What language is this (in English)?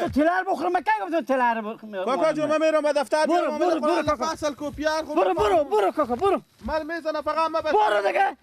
Persian